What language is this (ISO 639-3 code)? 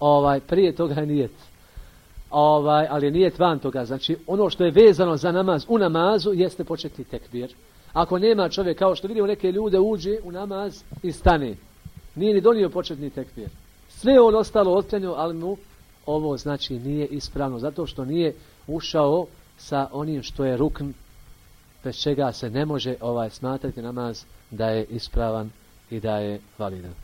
bos